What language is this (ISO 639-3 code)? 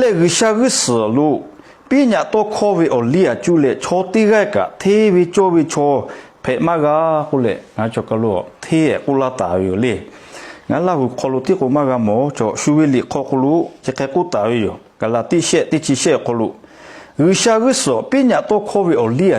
lhu